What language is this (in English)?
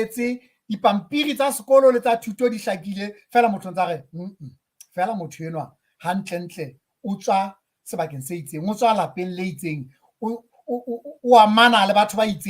Southern Sotho